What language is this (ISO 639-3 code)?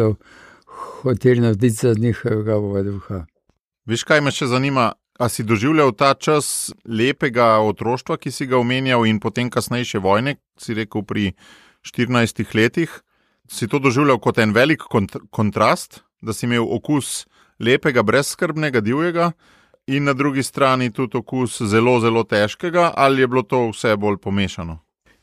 slv